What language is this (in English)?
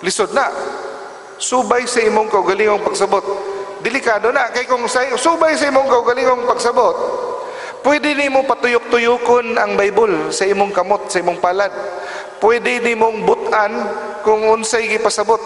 Cebuano